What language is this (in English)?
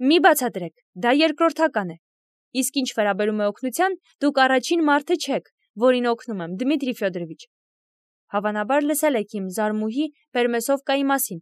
Armenian